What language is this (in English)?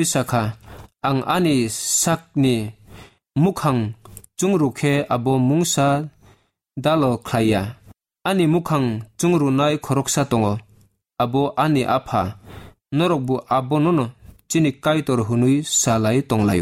Kok Borok